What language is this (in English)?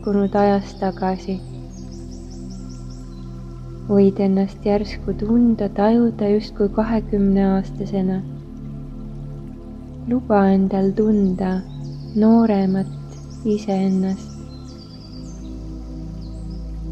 Estonian